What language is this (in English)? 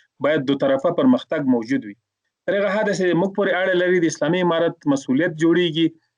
Pashto